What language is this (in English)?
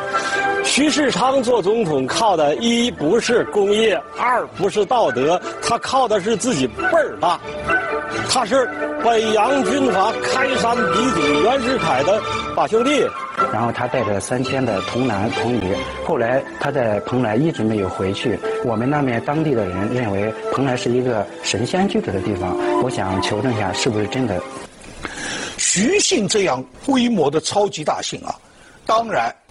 Chinese